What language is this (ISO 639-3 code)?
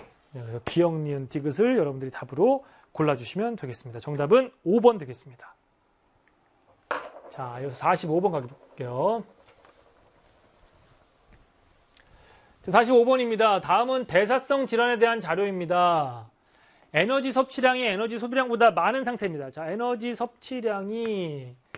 kor